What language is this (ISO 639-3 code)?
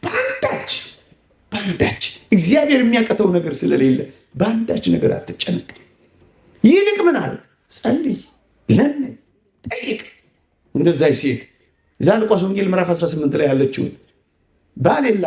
amh